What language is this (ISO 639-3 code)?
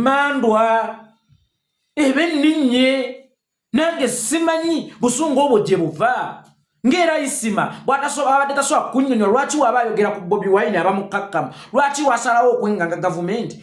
lug